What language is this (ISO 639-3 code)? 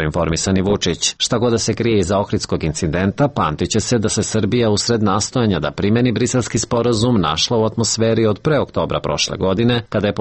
srp